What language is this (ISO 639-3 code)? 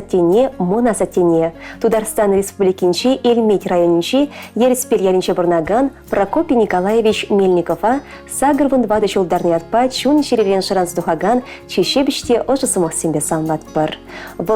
chv